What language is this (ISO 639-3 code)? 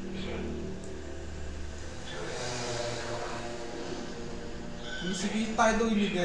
ind